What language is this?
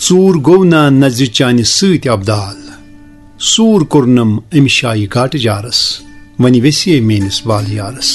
Kashmiri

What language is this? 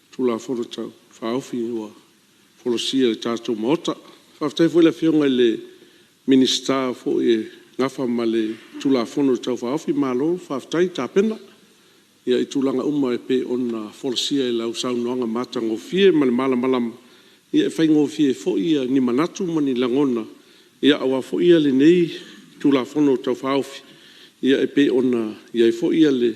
Samoan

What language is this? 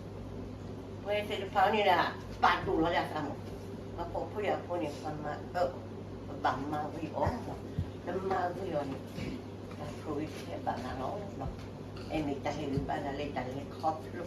S'gaw Karen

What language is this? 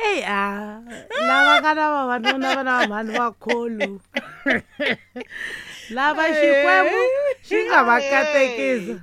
Tsonga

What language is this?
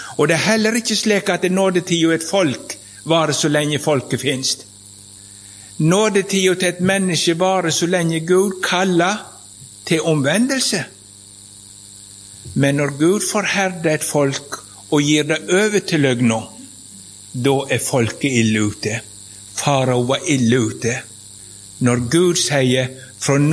Norwegian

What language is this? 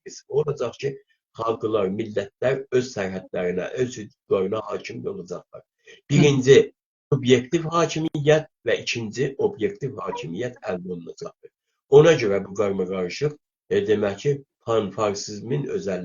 South Azerbaijani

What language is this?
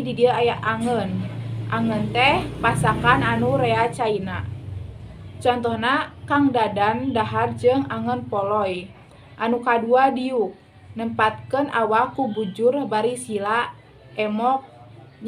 Sundanese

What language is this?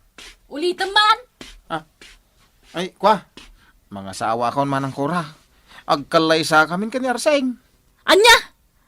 Iloko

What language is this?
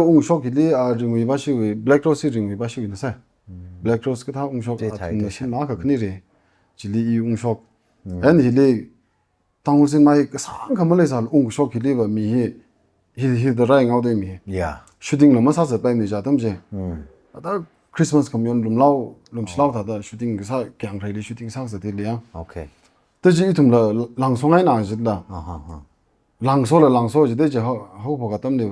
Tangkhul Naga (India)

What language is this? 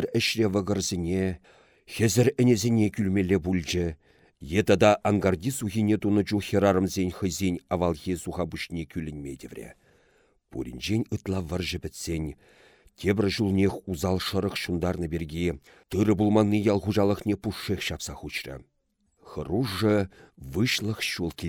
Chuvash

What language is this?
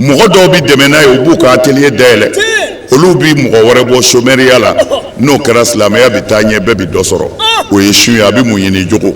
Bambara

